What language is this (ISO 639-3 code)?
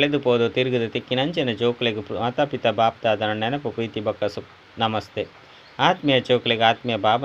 tcy